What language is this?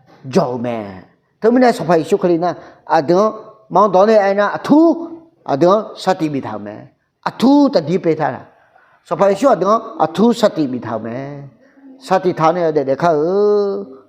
Akha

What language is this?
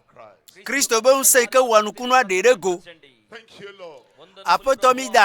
Ewe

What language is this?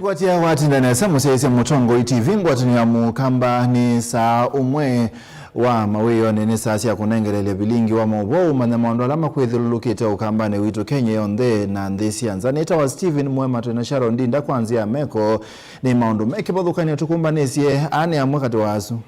Kamba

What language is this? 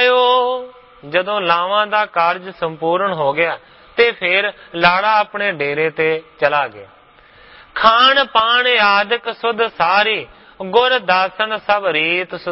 Punjabi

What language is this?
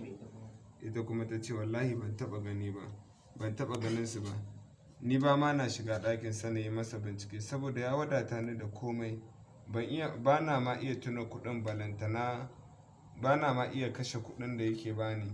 Hausa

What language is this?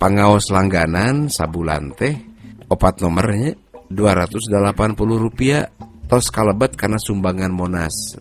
Sundanese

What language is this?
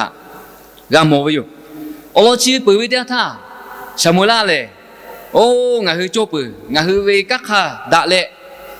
Lahu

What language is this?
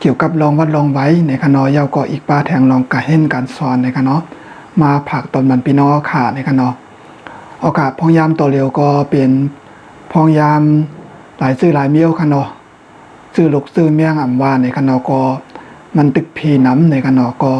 Shan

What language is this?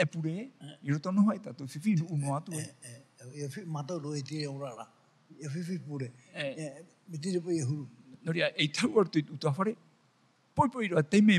Tahitian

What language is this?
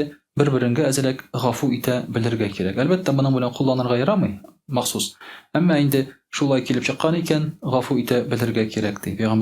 Tatar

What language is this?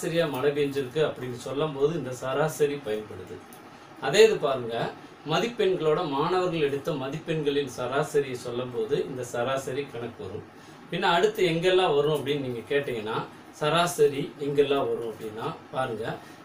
Tamil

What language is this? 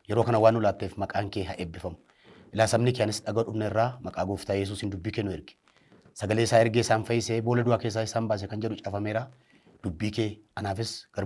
Oromo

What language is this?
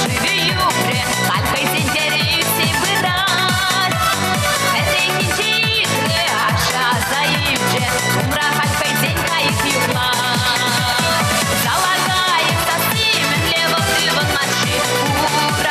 Chuvash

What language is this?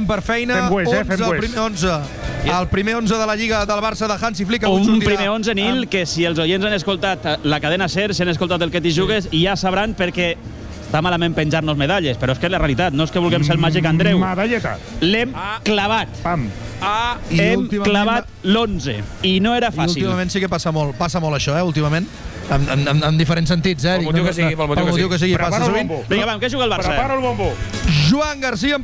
Catalan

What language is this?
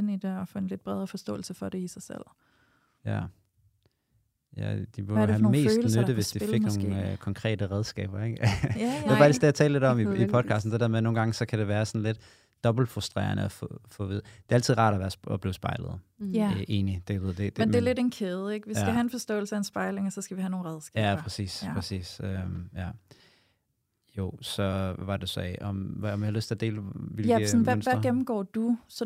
Danish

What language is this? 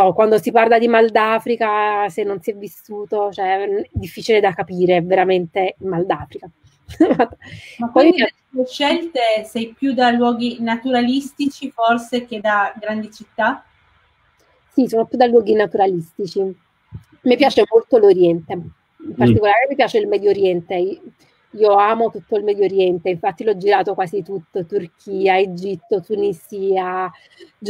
Italian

